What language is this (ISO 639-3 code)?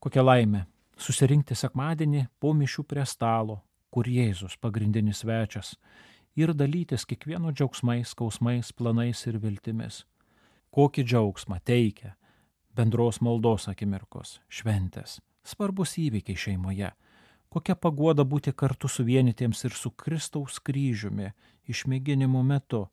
lit